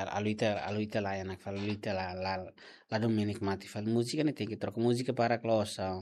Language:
Tetum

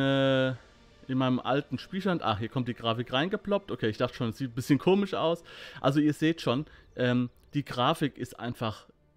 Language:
German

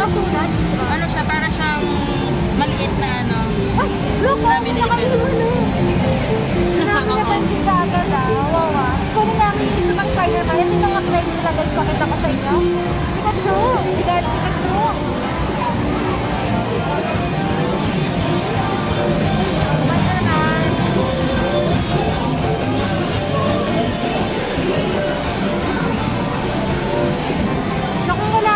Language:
Filipino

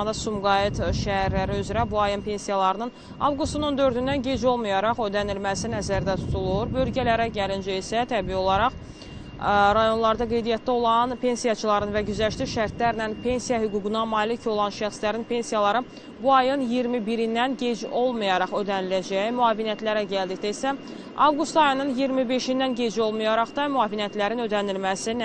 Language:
Azerbaijani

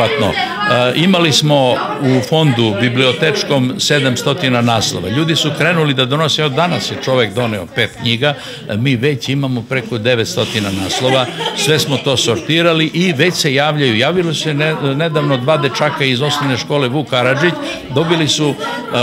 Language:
Serbian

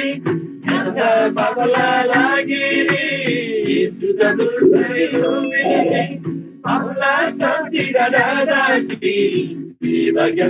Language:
Eastern Tamang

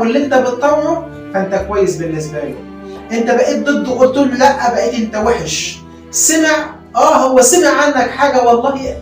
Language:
Egyptian Arabic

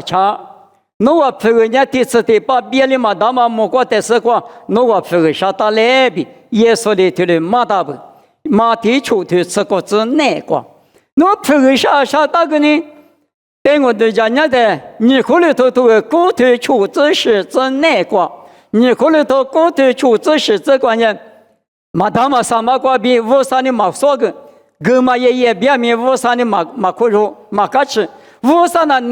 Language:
Lisu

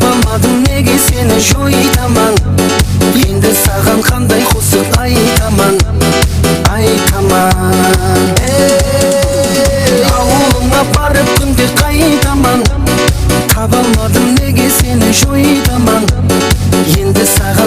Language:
Kara-Kalpak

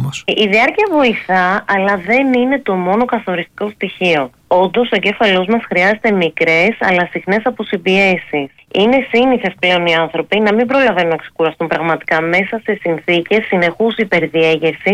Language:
Greek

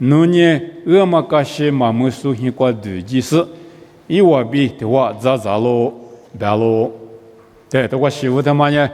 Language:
Lisu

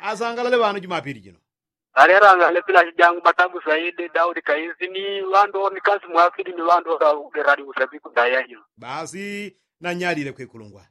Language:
Yao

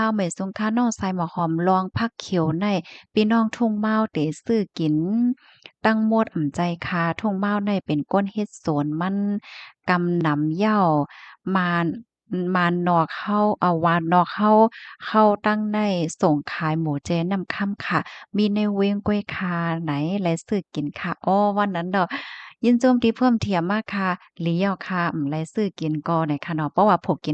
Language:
Shan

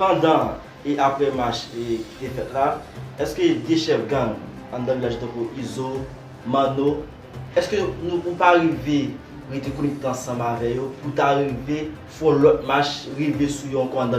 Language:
Haitian Creole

